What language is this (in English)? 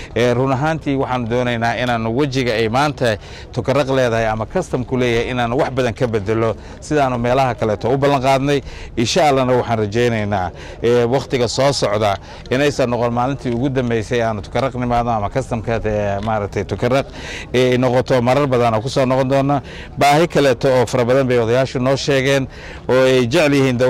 Somali